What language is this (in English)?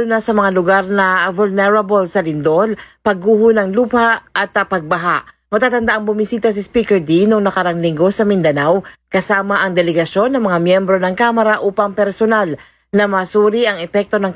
Filipino